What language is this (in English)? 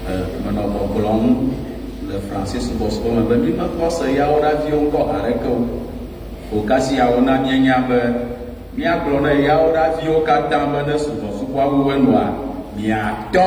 Ewe